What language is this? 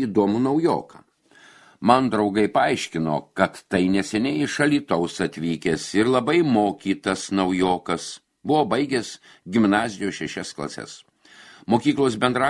Lithuanian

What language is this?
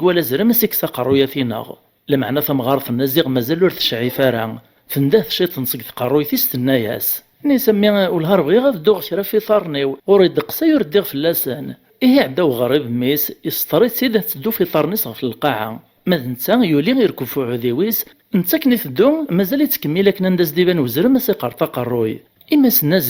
Kabyle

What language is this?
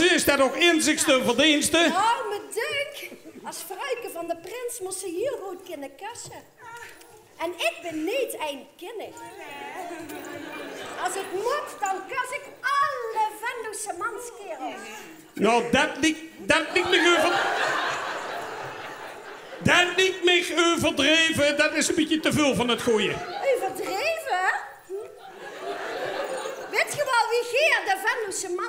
Dutch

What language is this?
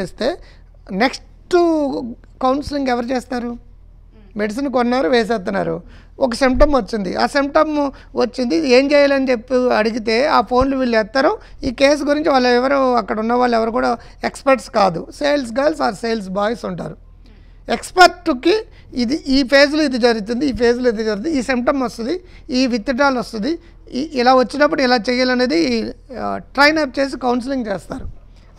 Telugu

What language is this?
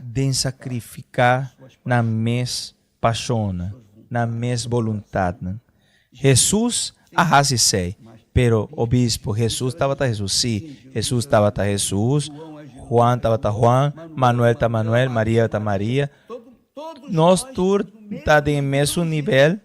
Papiamento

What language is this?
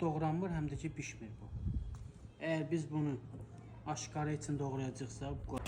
Azerbaijani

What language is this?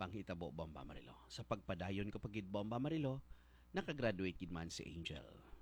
Hiligaynon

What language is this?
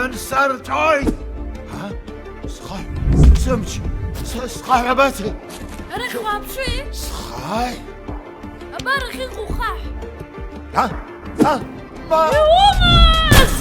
Abkhazian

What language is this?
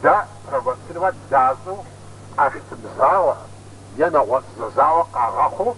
Kabardian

